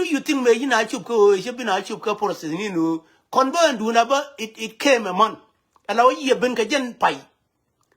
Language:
Nuer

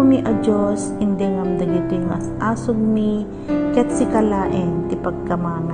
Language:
Iloko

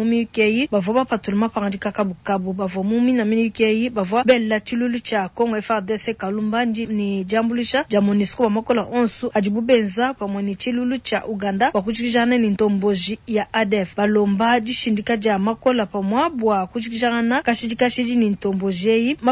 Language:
Luba-Lulua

